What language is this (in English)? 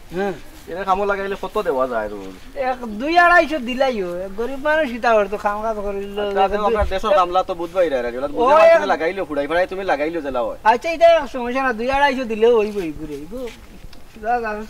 Sylheti